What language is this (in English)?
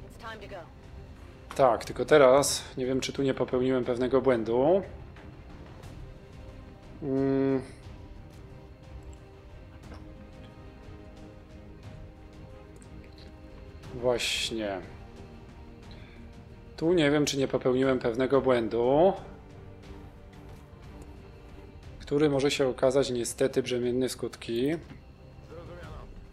Polish